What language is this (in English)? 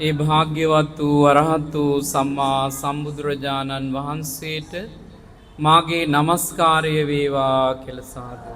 Sinhala